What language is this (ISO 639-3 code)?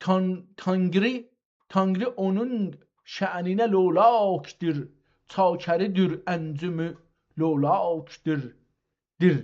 azb